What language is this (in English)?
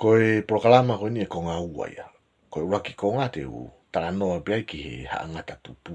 Tongan